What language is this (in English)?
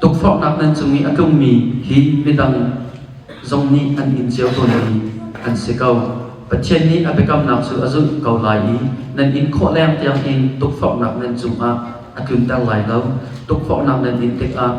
Hakha Chin